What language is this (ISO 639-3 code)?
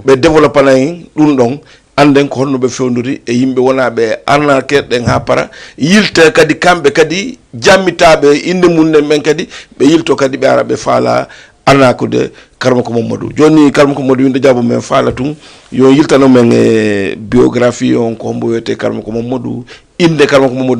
ful